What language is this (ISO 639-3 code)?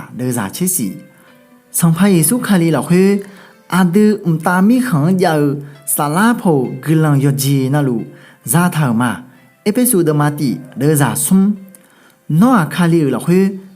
ahk